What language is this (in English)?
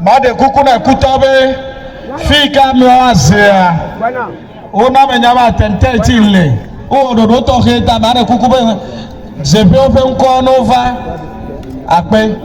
Ewe